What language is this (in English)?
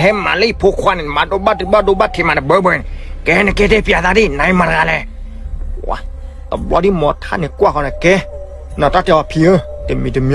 S'gaw Karen